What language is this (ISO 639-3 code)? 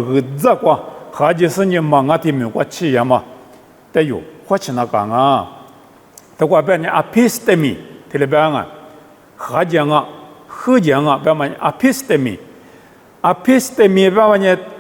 lis